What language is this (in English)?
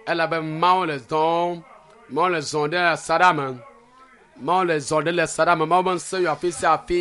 Ewe